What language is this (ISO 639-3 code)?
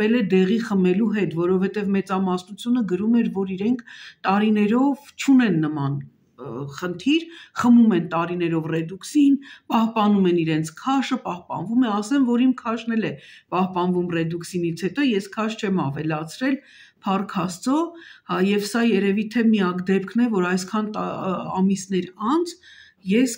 hye